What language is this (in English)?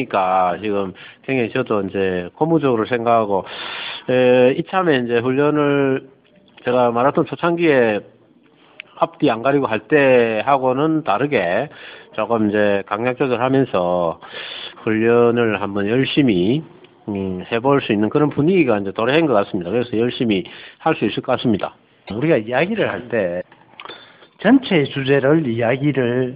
Korean